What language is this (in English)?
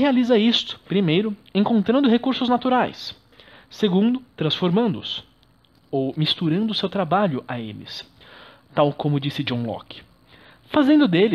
Portuguese